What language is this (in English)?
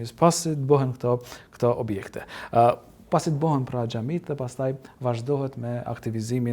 Albanian